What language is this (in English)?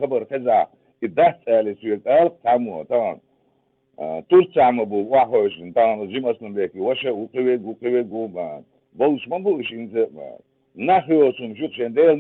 Chechen